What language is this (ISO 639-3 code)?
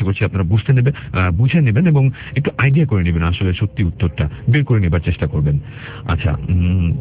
ben